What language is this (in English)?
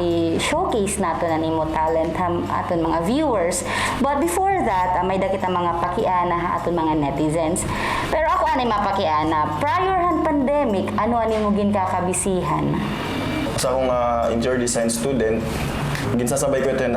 Waray